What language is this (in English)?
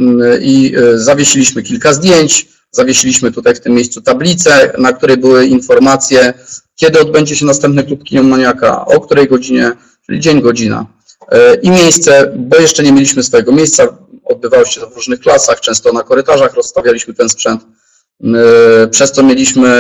Polish